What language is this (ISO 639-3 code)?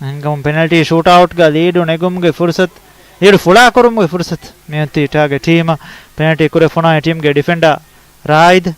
div